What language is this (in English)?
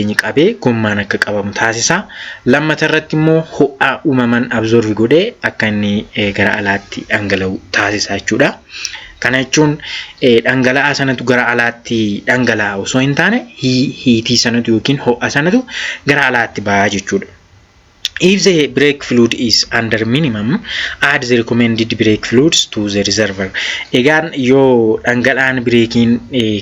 Oromo